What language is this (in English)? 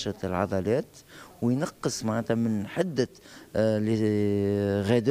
Tunisian Arabic